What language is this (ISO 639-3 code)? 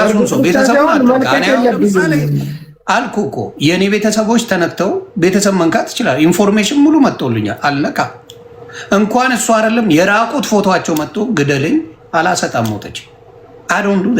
amh